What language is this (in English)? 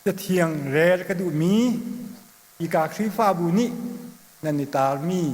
Hakha Chin